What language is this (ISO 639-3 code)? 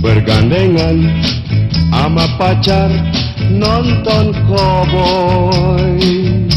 bew